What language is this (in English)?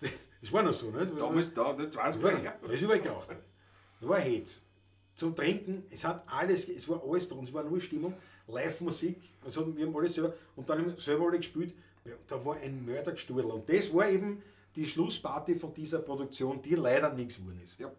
Bavarian